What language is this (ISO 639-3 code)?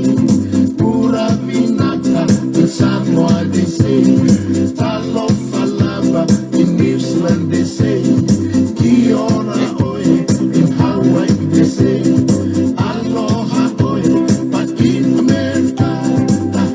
ton